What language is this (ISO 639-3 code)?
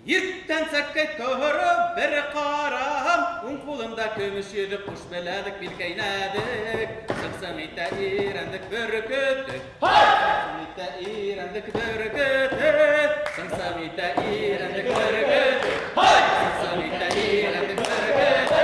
bak